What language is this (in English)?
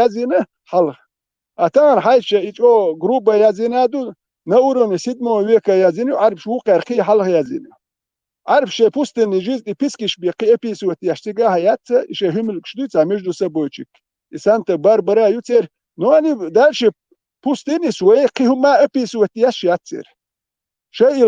Chechen